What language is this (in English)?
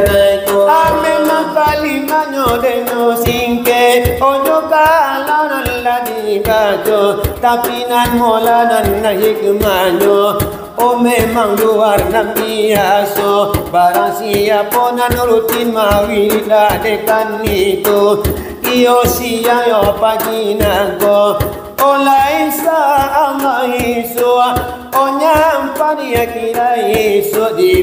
Minangkabau